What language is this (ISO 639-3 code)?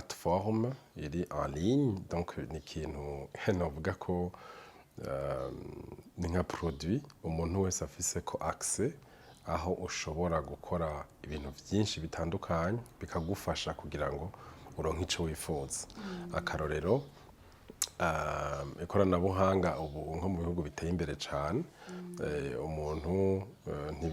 run